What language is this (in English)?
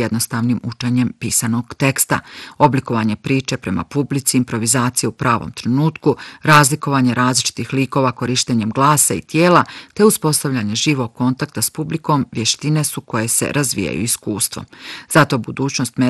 Bosnian